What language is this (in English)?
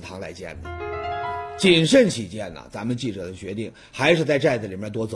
Chinese